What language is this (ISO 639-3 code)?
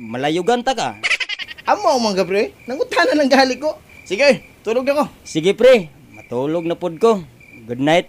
ceb